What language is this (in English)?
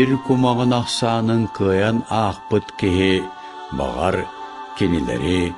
Yakut